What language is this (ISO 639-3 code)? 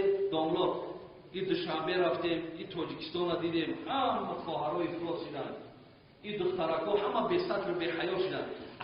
tgk